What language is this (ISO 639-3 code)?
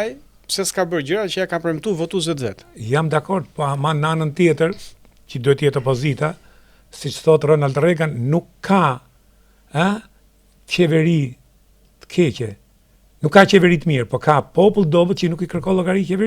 sqi